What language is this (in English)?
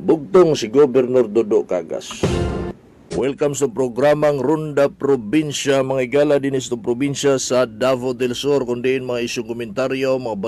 Cebuano